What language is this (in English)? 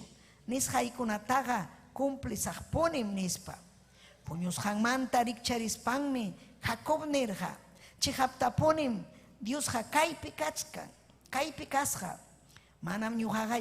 Ayacucho Quechua